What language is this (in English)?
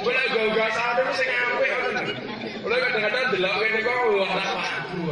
Javanese